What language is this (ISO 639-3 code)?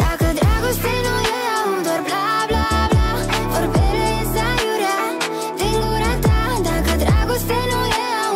ron